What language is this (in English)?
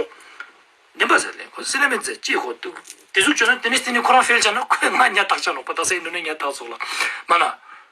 Ladakhi